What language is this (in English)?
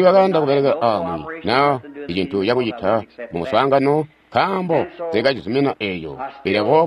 Tonga (Zambia)